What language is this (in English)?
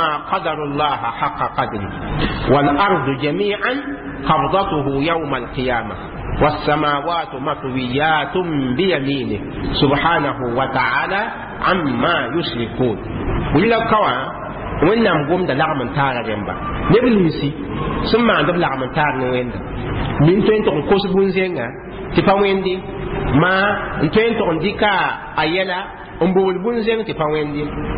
Mossi